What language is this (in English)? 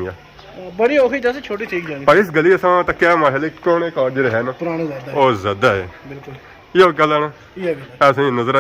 Pahari-Potwari